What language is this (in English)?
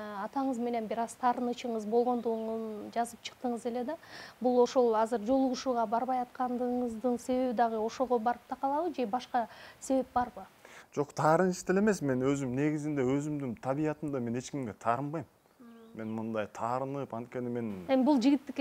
Kyrgyz